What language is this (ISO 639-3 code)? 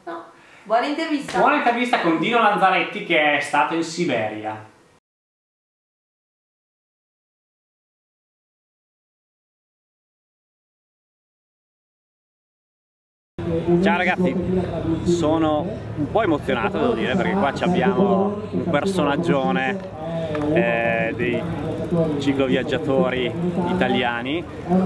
ita